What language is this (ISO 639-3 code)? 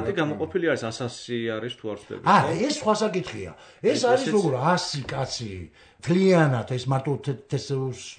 kat